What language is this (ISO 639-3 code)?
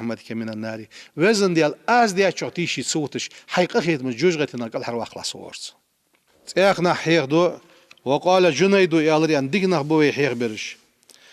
inh